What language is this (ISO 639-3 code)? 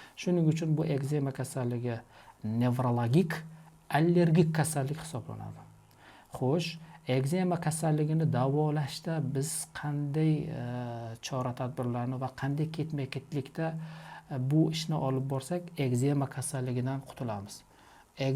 uzb